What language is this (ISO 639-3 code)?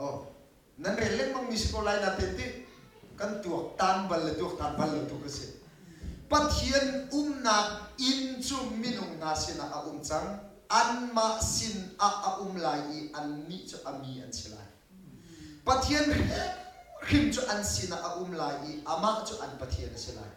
cnh